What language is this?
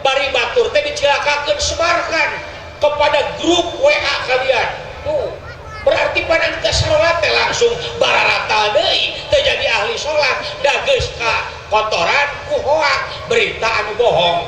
Sundanese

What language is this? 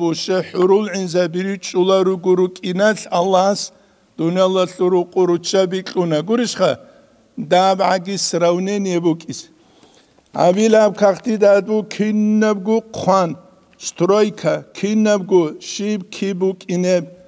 Avaric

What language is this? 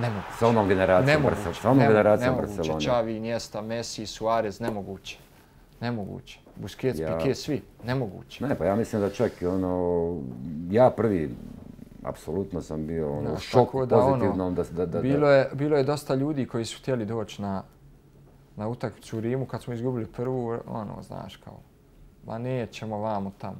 Bosnian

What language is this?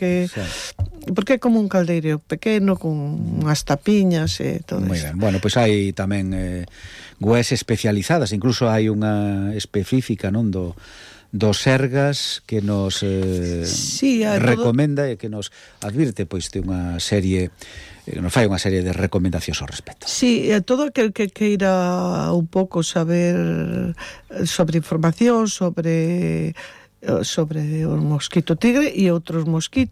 Galician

